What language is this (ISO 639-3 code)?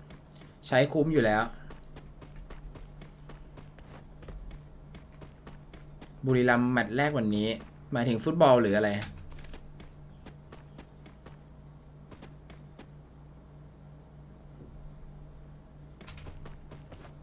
tha